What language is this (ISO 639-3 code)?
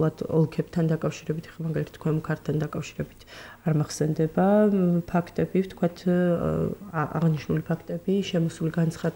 kat